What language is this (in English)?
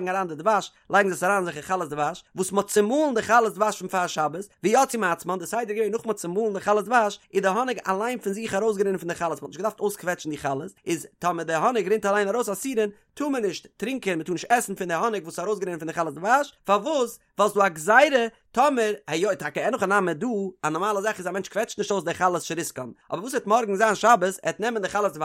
Yiddish